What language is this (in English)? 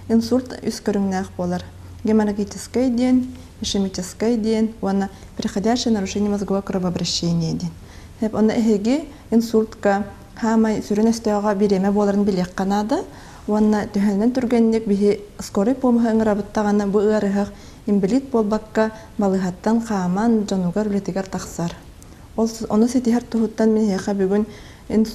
Yakut